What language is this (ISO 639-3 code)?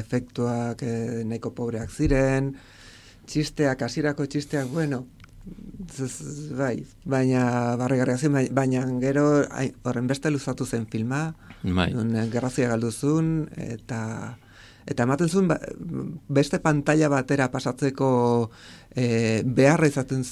eus